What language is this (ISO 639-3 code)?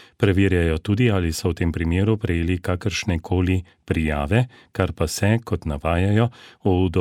slv